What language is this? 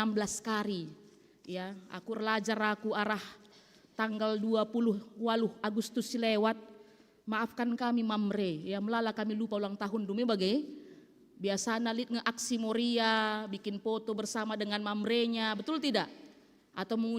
Batak Karo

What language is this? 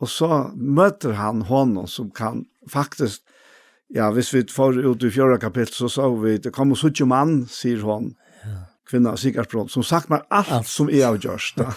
Faroese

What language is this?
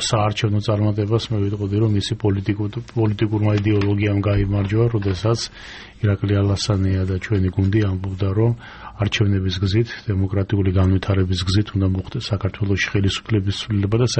Georgian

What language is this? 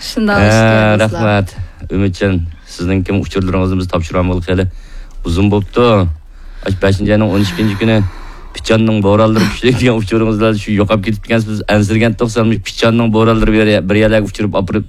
Uyghur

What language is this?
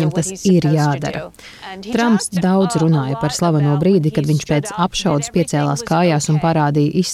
Latvian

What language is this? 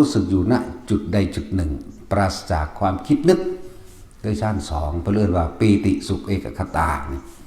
Northeastern Thai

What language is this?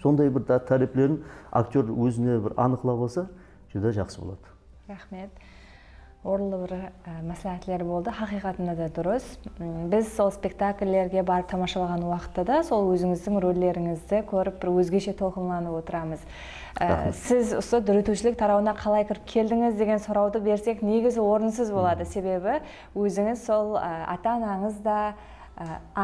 Kara-Kalpak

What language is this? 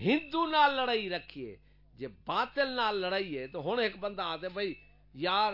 Saraiki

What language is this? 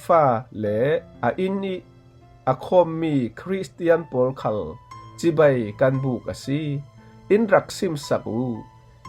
Falam Chin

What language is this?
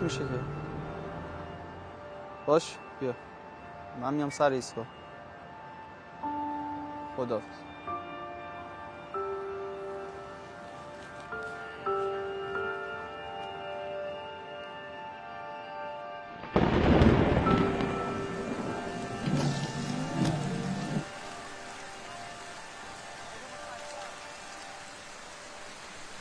Persian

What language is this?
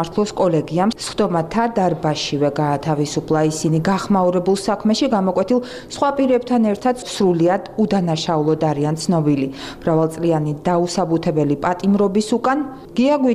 Georgian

